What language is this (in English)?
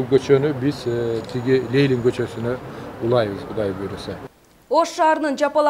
Kyrgyz